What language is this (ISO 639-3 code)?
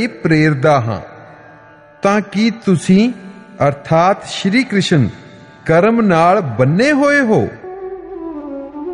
pan